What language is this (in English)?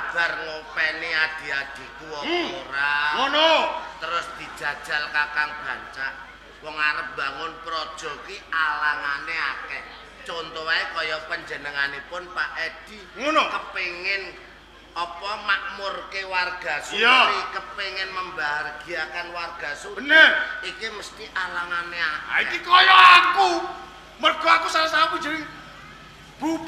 Javanese